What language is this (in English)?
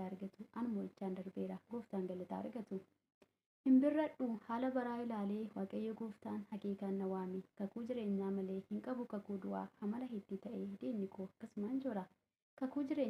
Oromo